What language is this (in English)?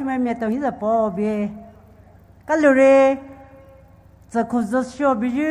Poumei Naga